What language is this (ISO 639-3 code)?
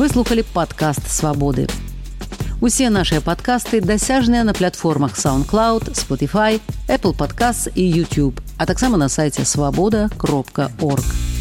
bel